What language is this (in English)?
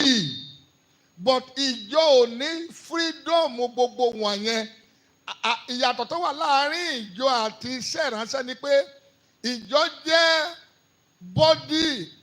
Yoruba